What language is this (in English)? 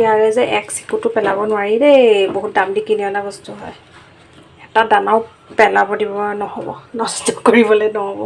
Assamese